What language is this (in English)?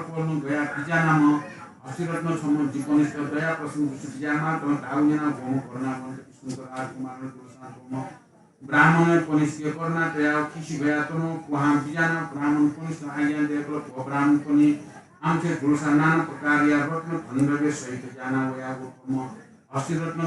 Newari